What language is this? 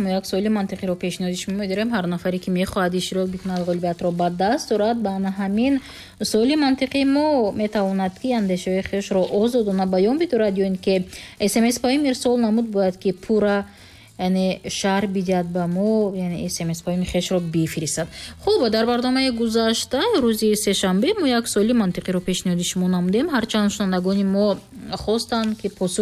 Tajik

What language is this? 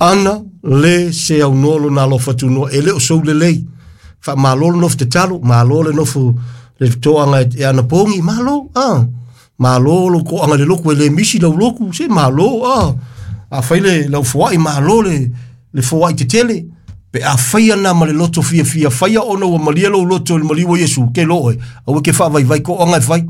Samoan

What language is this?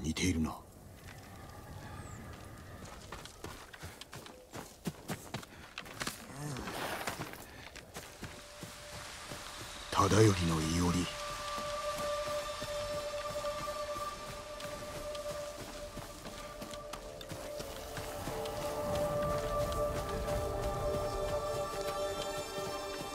Japanese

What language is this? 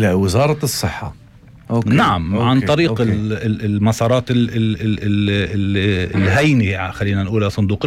North Levantine Arabic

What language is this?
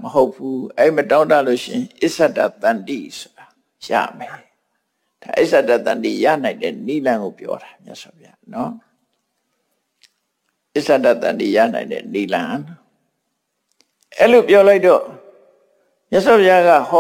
Burmese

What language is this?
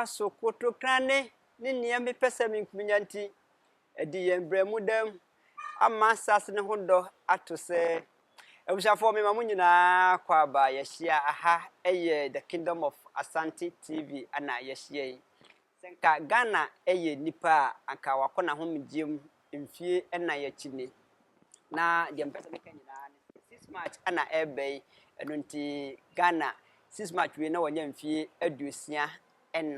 Akan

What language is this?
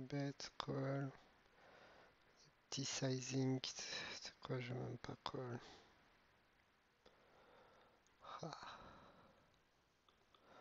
French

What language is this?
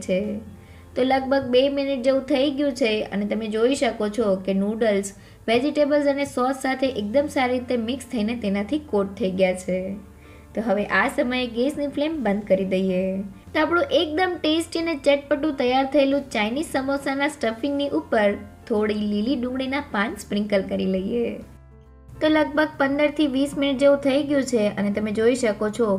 Gujarati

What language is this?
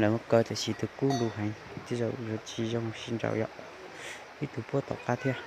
Hmong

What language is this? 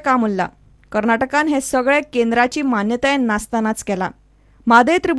Konkani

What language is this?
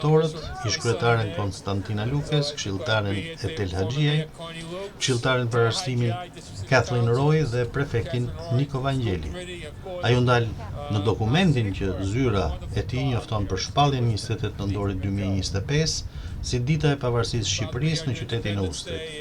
Albanian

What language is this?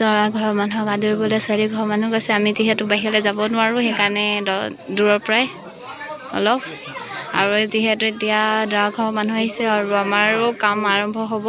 Assamese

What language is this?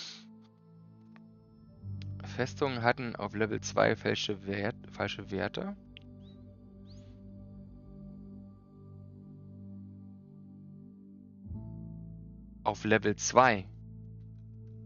German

